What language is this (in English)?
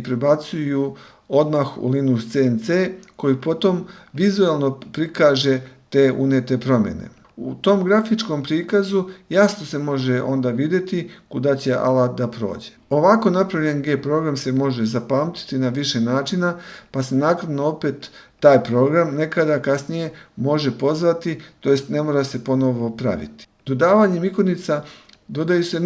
Serbian